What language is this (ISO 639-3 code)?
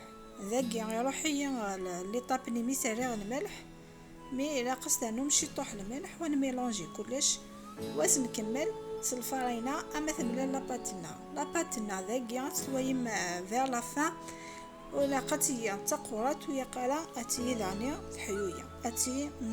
kab